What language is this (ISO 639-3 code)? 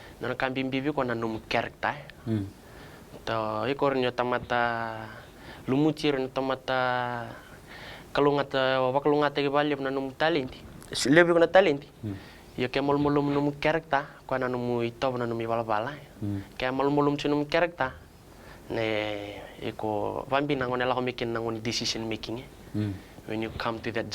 fij